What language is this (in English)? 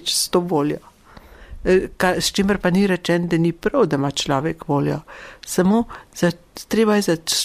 Slovenian